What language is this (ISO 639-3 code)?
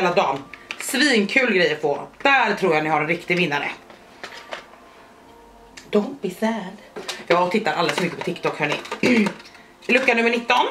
swe